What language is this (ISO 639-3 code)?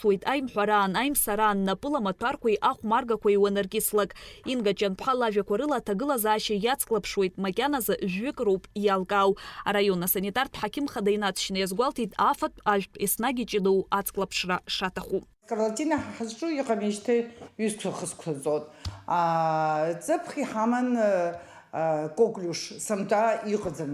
abk